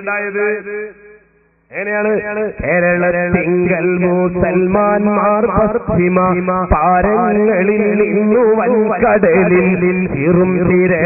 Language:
Malayalam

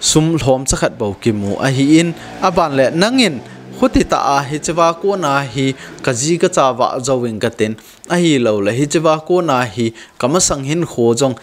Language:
Thado Chin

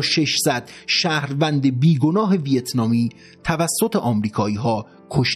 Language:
Persian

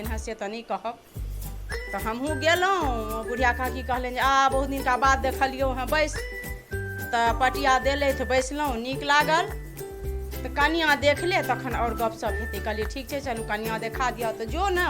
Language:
Maithili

